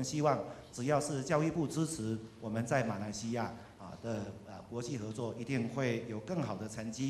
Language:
Chinese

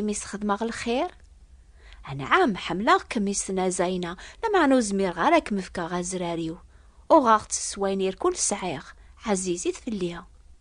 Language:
Kabyle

